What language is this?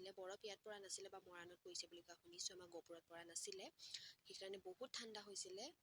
Assamese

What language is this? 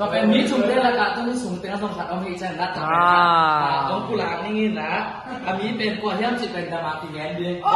Tedim Chin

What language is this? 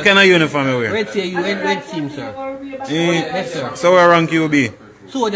Jamaican Creole English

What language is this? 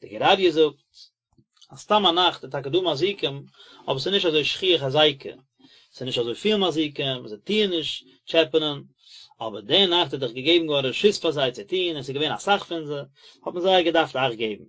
Yiddish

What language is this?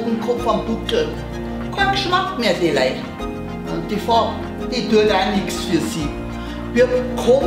Bavarian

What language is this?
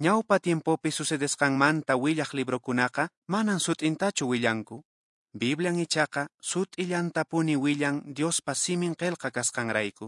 Quechua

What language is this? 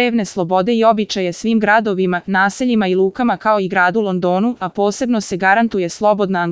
Serbian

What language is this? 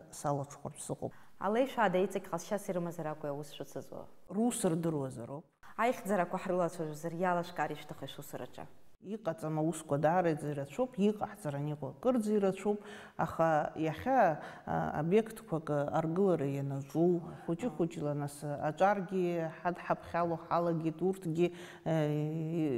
Abkhazian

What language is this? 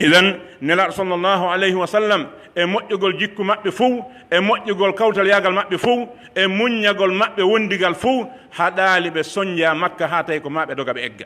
Pular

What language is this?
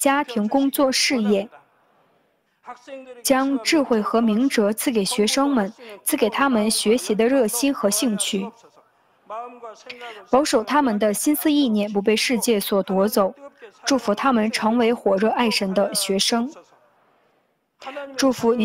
Chinese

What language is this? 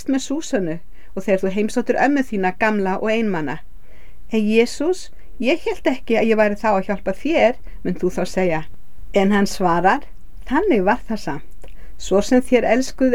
Icelandic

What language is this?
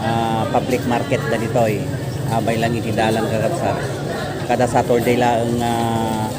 Iloko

